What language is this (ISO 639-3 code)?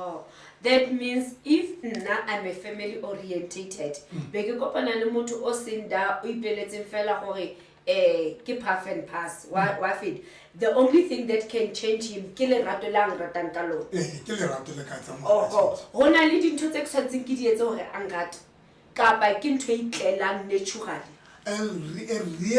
sot